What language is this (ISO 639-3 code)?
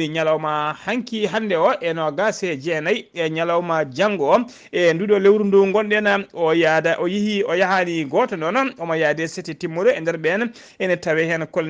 ful